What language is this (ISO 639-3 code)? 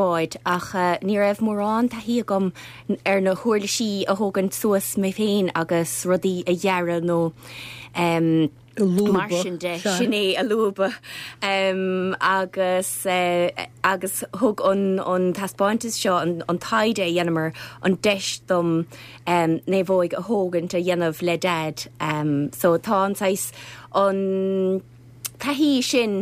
gle